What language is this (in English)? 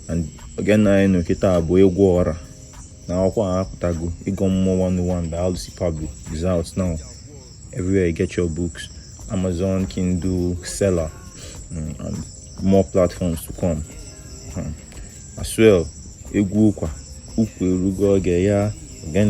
Igbo